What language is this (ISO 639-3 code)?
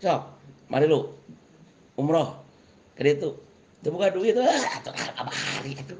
sun